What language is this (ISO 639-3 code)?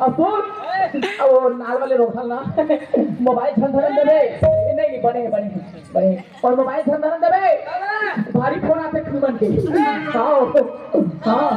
hne